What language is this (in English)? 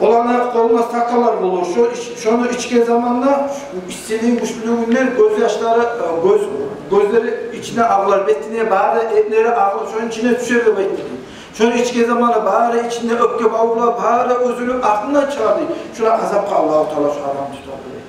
Kumyk